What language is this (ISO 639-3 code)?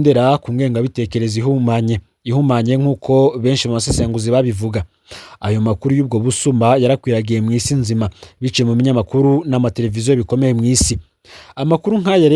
run